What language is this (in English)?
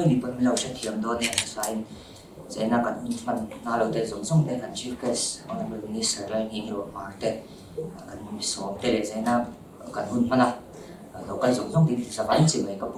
Mizo